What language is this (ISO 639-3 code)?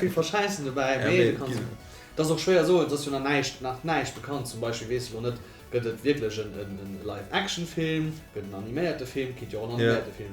ltz